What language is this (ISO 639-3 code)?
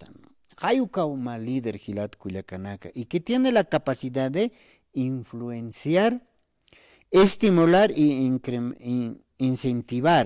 aym